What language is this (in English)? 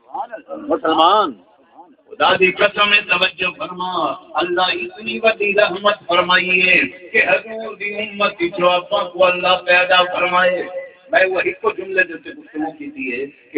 Saraiki